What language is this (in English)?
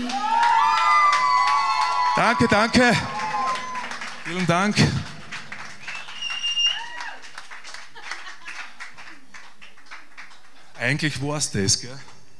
German